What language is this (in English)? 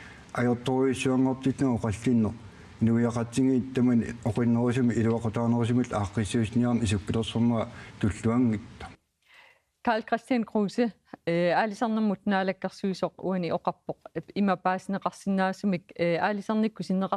Kalaallisut